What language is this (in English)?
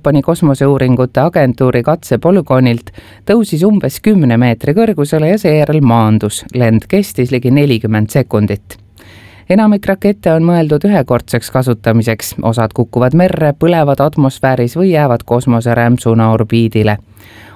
Estonian